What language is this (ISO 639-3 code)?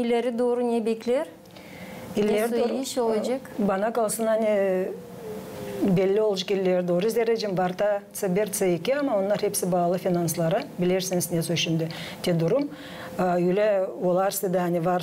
gag